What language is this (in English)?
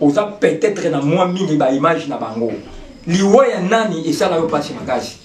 Lingala